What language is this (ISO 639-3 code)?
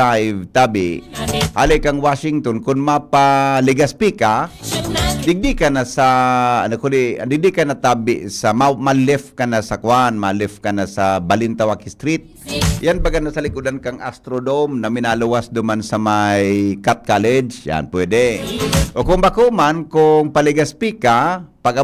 bik